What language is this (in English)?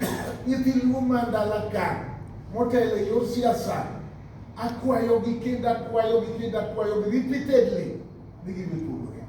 Luo (Kenya and Tanzania)